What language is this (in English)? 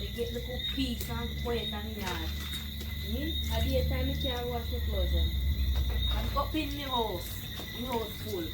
Jamaican Creole English